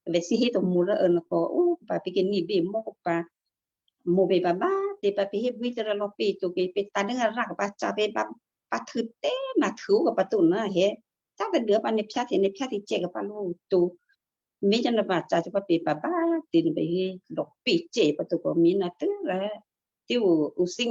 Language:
Western Kayah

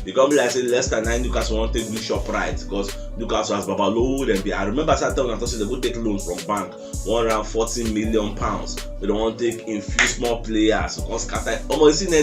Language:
Nigerian Pidgin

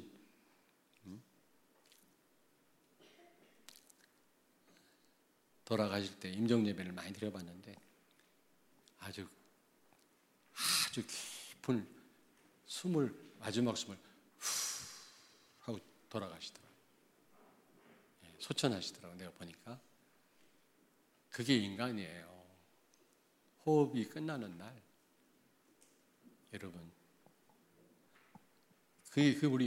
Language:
Korean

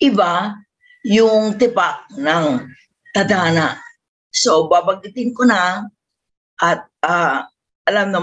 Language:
Filipino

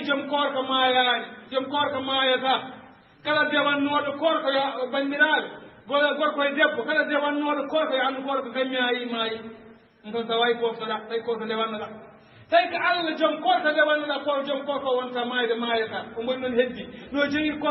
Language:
Fula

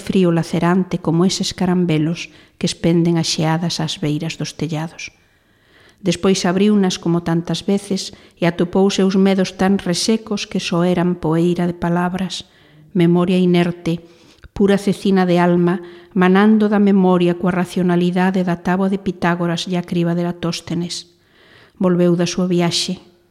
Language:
Galician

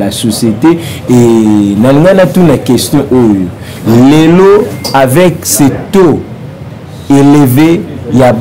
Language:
Lingala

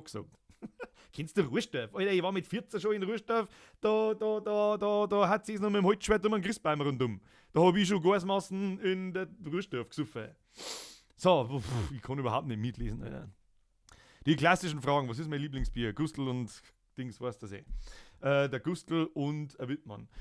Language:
Bavarian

